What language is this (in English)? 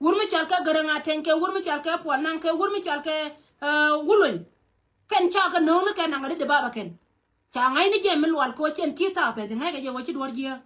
Nuer